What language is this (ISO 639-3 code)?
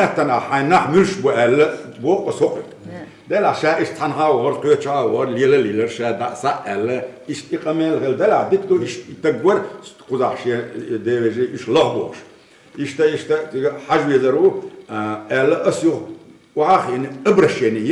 che